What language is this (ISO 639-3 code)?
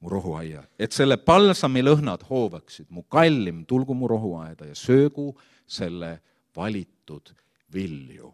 est